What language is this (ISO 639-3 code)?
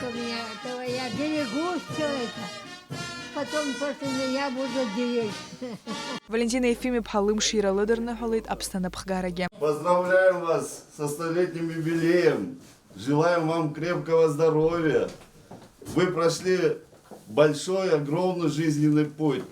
abk